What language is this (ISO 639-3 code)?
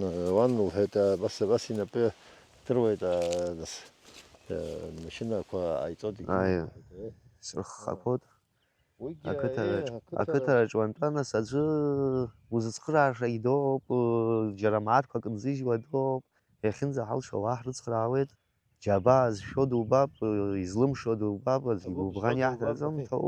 abk